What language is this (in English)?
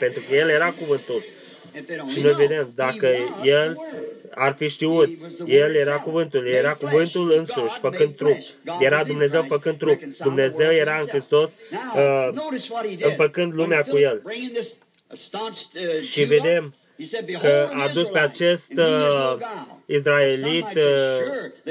Romanian